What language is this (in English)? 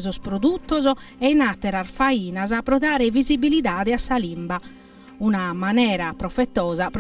Sardinian